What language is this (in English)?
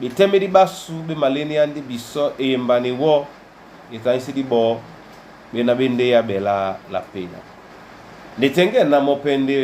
Duala